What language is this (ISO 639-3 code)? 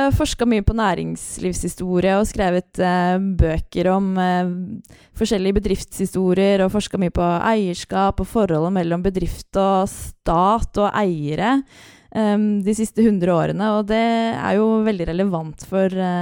nor